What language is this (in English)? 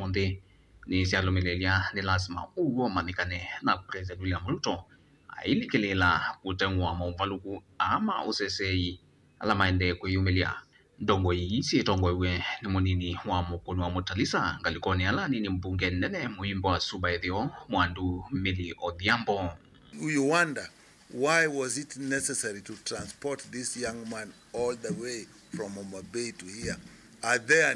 Kamba